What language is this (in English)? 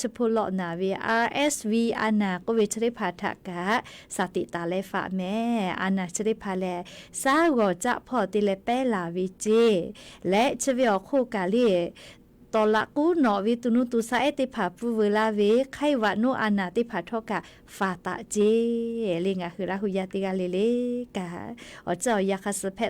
Lahu